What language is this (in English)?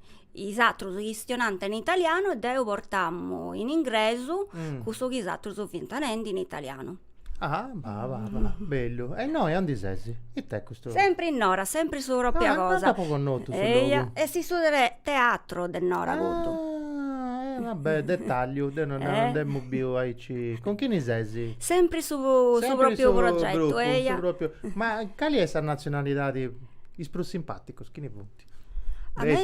Sardinian